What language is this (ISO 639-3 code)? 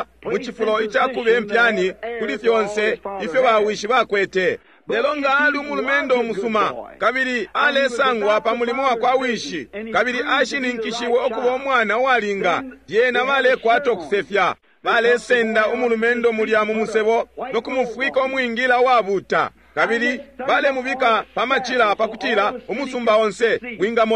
bem